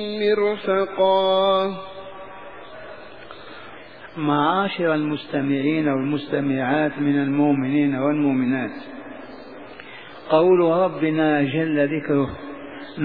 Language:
Arabic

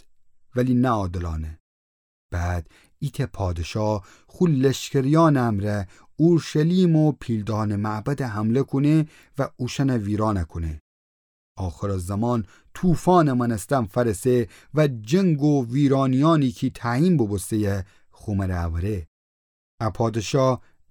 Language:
Gilaki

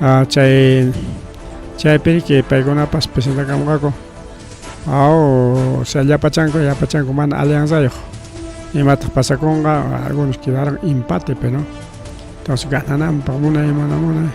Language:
Ayacucho Quechua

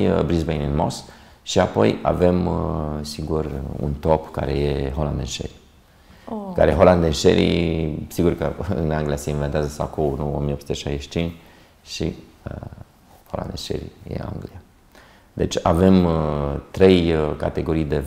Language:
Romanian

